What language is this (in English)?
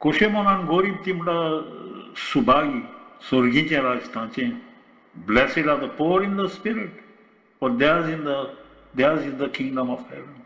Konkani